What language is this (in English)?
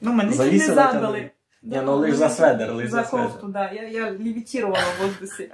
Rusyn